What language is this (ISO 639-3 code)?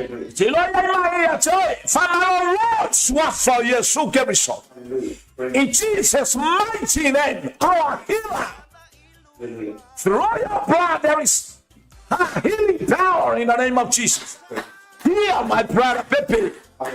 smo